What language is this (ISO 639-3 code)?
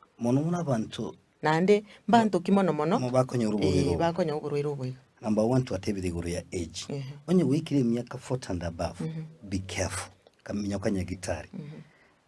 guz